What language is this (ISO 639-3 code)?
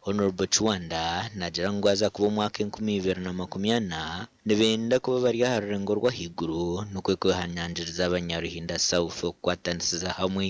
nyn